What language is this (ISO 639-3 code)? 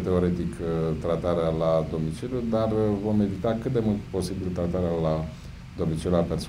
ron